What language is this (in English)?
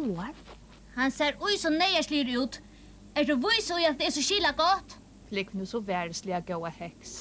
Faroese